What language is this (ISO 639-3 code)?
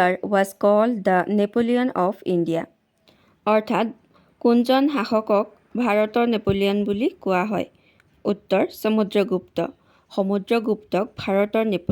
asm